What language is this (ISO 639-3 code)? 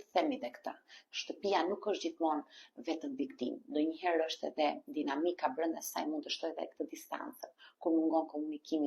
sqi